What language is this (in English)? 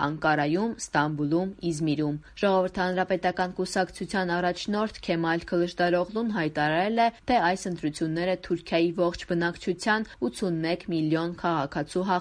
Armenian